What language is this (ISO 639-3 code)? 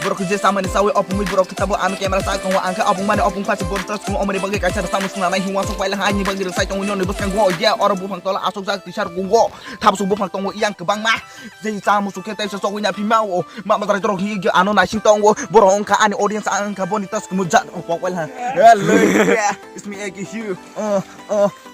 trp